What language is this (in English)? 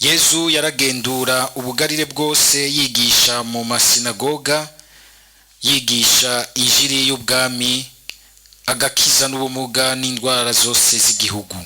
Rundi